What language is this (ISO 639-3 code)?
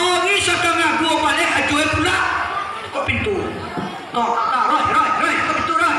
min